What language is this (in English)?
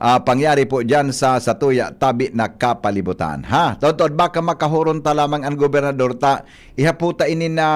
Bikol